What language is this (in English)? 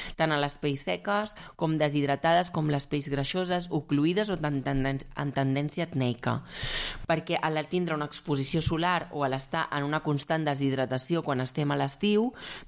Catalan